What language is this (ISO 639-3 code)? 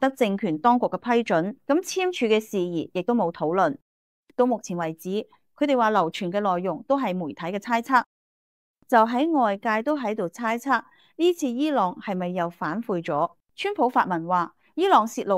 yue